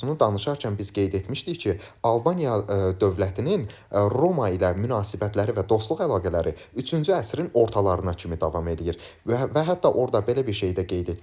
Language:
Azerbaijani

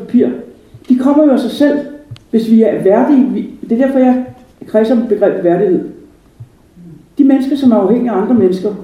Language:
Danish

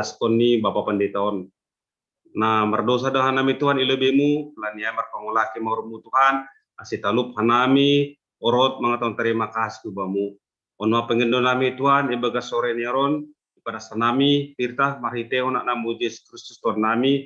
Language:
Batak Simalungun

